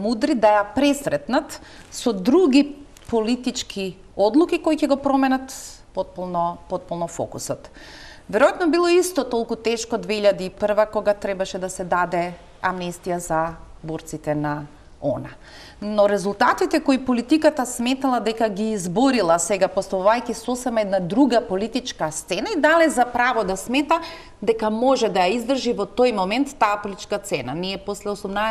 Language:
Macedonian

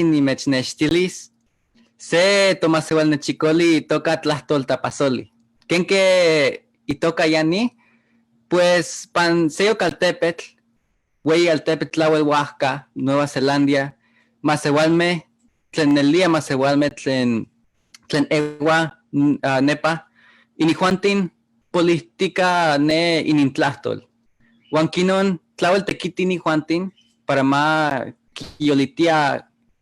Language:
Eastern Huasteca Nahuatl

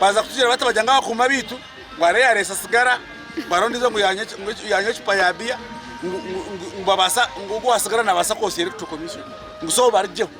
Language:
Nyankole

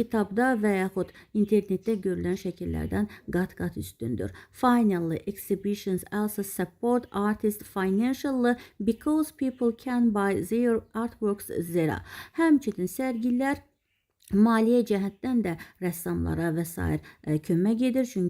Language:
Azerbaijani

